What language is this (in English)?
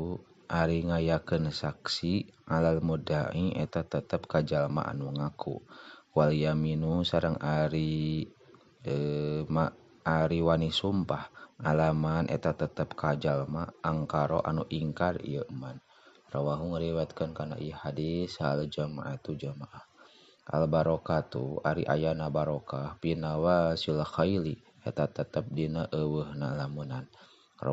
Sundanese